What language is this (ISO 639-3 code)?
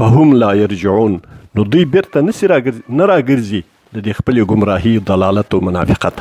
pus